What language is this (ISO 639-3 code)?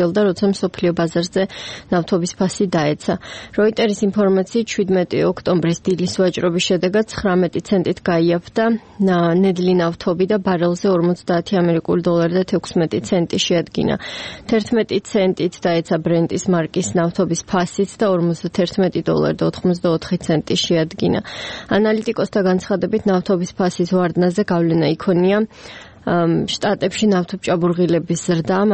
kat